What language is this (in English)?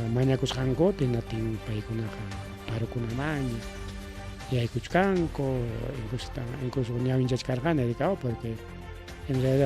Ayacucho Quechua